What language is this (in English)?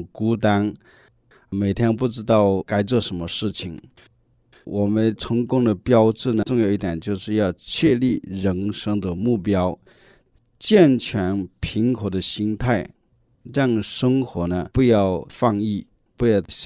Chinese